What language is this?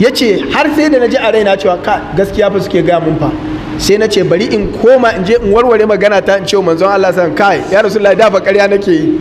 Hausa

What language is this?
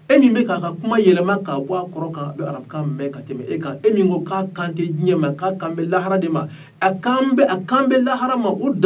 Bambara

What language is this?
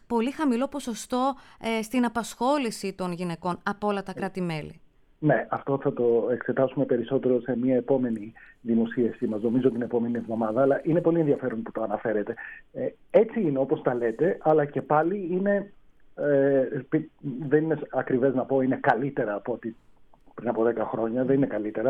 Greek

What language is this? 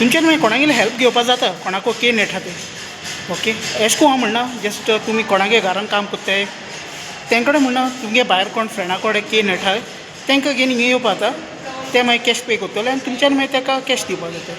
Konkani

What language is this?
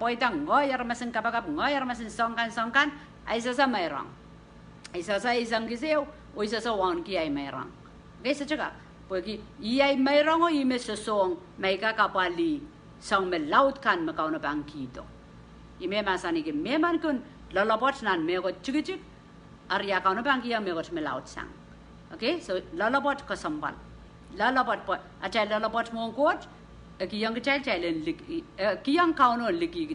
Pohnpeian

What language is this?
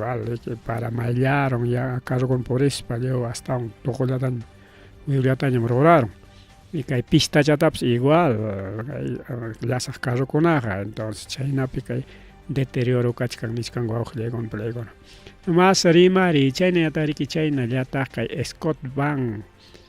Ayacucho Quechua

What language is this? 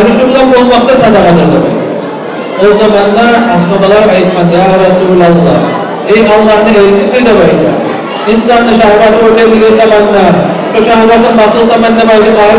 Kumyk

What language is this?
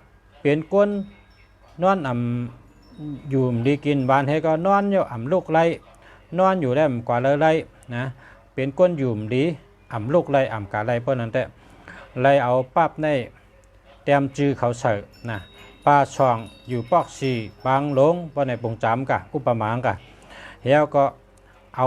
Shan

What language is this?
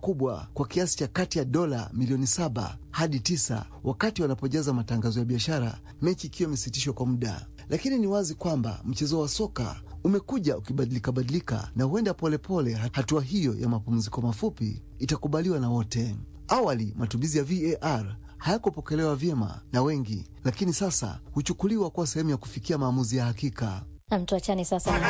Swahili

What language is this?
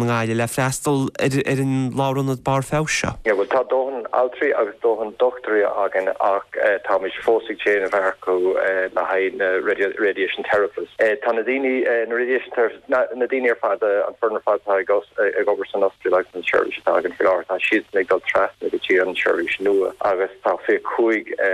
Irish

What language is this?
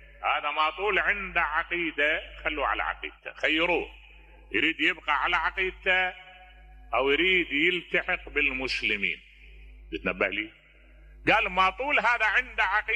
Mesopotamian Arabic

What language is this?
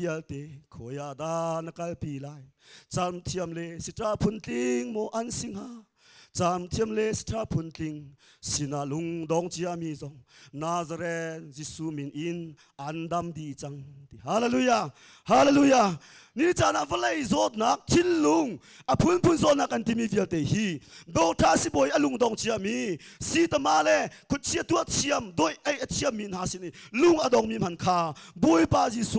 Hakha Chin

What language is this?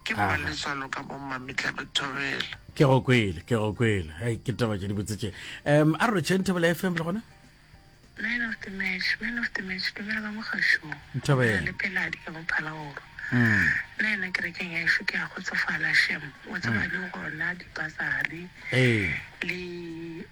Northern Sotho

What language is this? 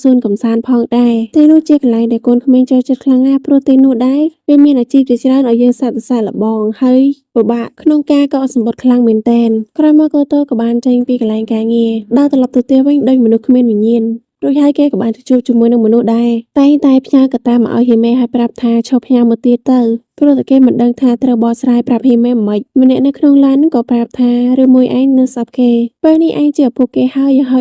Khmer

